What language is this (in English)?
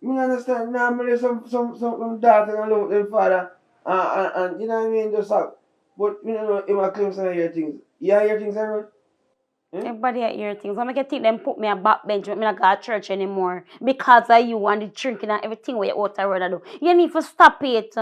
Jamaican Creole English